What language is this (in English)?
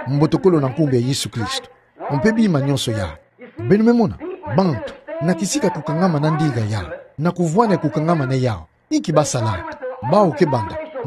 Kituba (Democratic Republic of Congo)